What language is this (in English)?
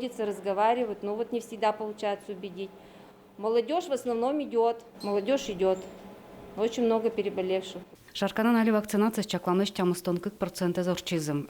Udmurt